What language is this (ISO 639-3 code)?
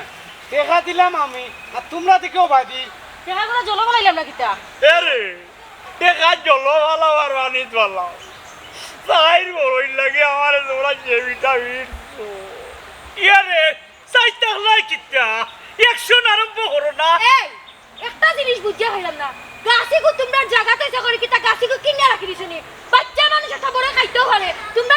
syl